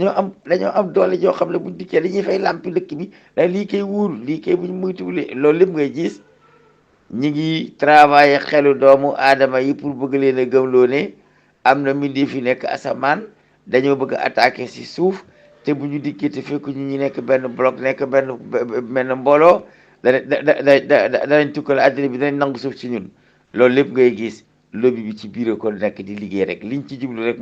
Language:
Wolof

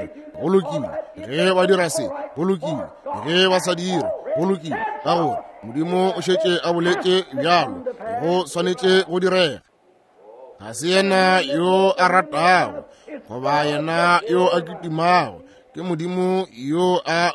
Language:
Northern Sotho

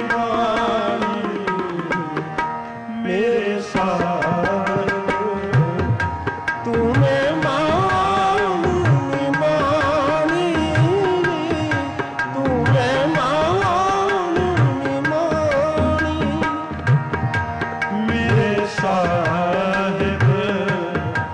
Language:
Punjabi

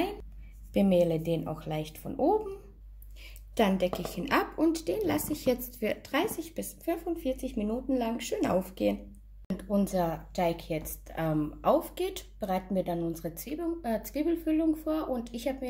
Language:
German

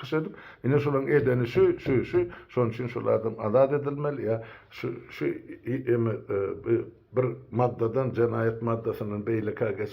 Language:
Turkmen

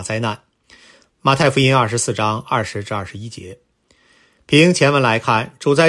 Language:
Chinese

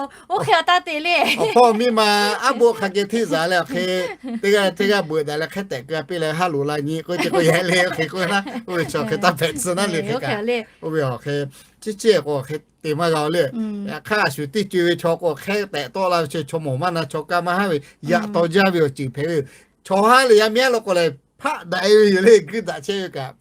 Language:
Lahu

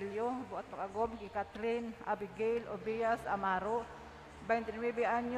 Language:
Bikol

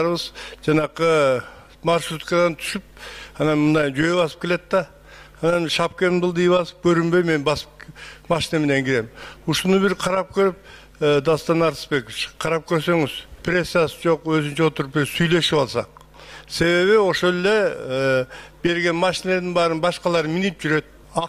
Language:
Kyrgyz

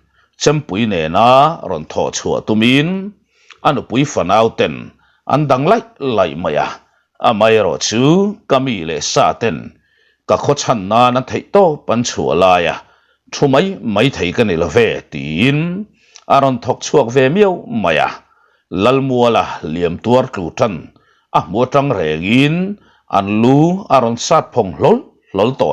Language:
Mizo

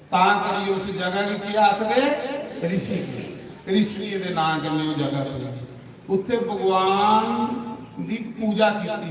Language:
Dogri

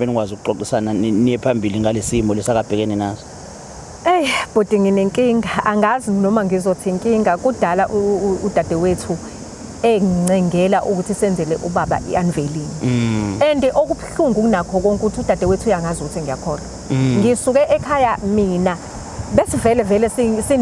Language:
Zulu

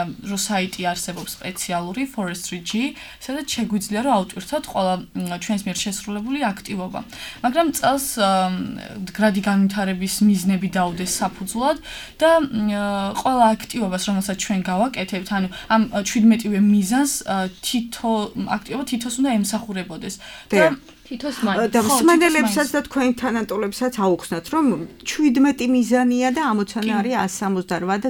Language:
Georgian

